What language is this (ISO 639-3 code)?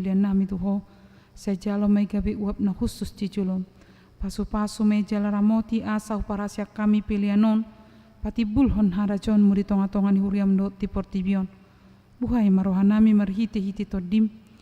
bbc